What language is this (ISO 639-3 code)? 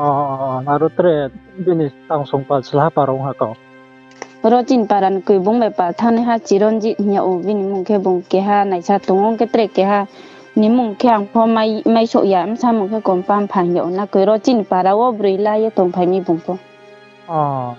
ria